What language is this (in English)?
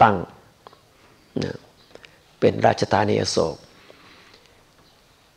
Thai